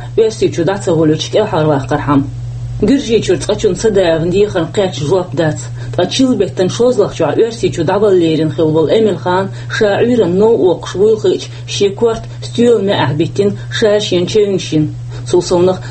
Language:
Chechen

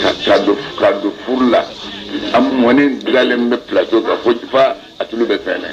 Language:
Bambara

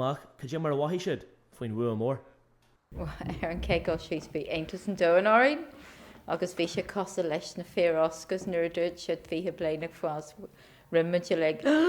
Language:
Irish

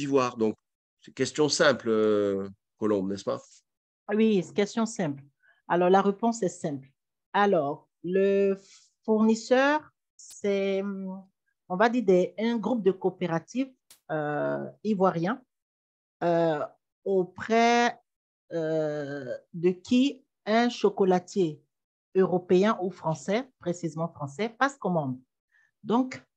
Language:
French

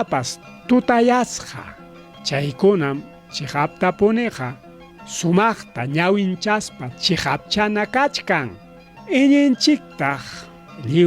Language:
Ayacucho Quechua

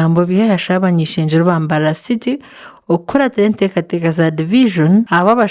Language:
Nyankole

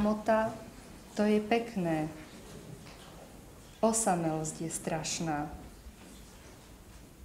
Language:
Slovak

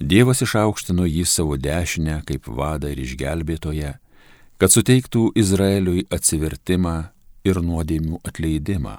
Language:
Lithuanian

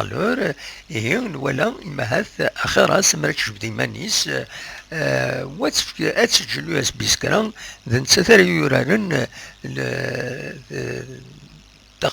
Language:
Kabyle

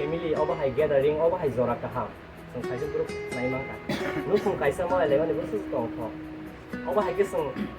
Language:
Kok Borok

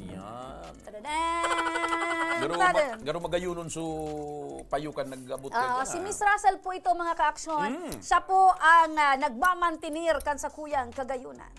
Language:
Bikol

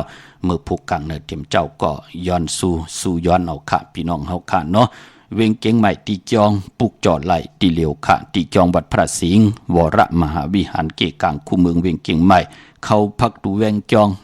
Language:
Shan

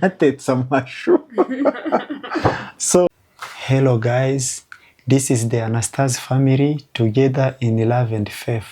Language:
Kinyarwanda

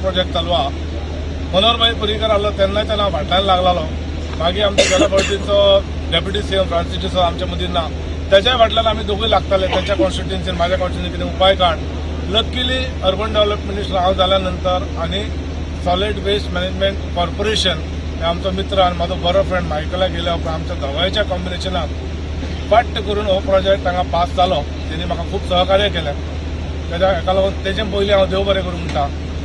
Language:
Konkani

